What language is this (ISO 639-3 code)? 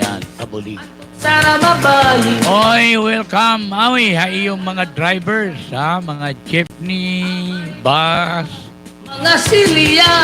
war